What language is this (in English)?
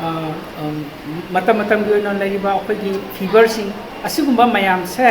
Manipuri